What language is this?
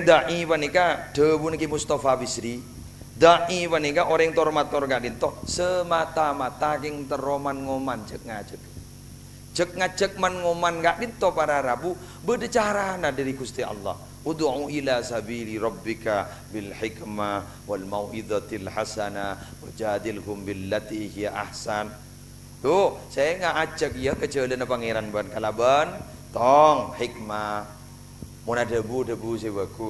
Madurese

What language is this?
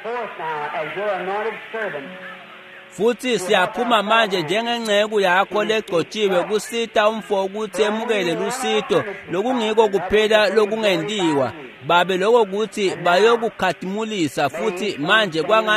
Swati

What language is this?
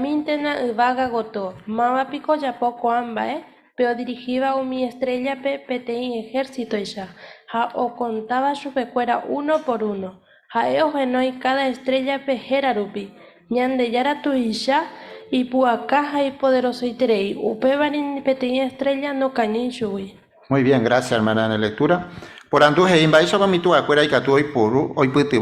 Guarani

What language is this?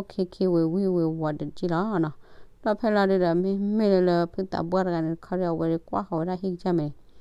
S'gaw Karen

